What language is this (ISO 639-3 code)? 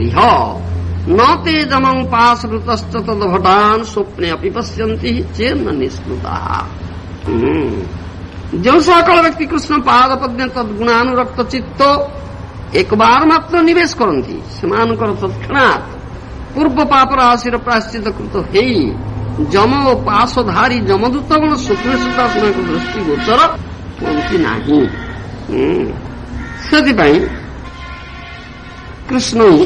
ori